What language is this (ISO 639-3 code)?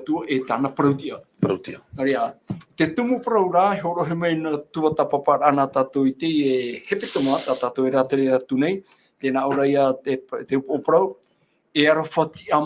tah